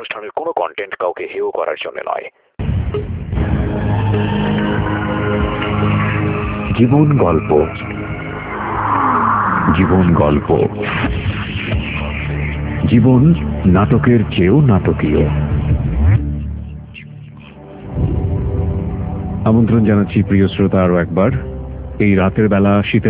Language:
Bangla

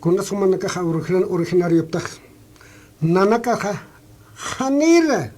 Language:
Aymara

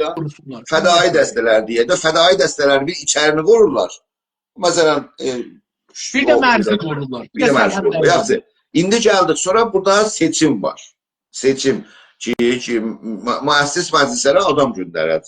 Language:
South Azerbaijani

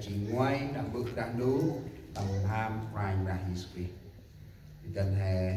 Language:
Central Mnong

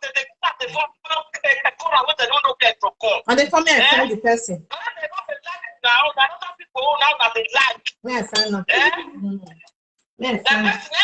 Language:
Nigerian Pidgin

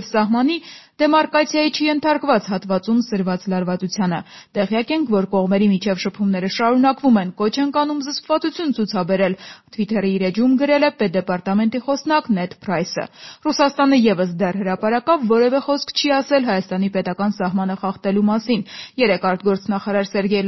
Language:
Armenian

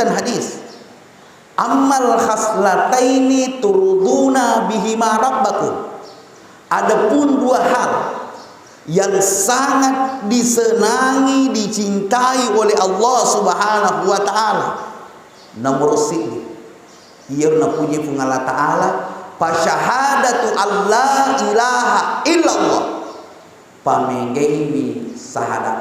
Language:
Buginese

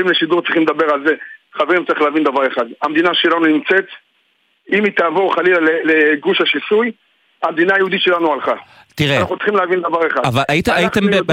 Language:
Hebrew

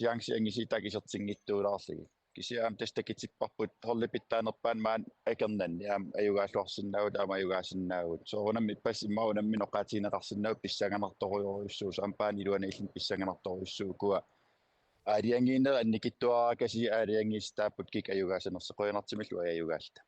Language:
Kalaallisut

